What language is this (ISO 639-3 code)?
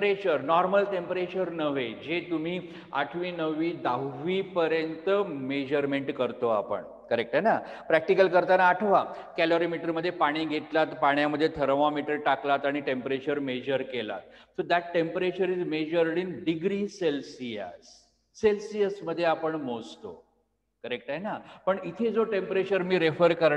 mar